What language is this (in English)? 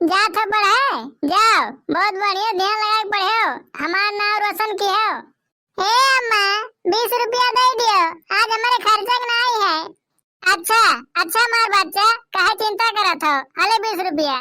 Awadhi